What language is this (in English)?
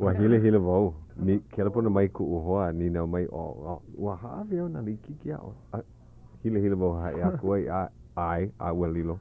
Hawaiian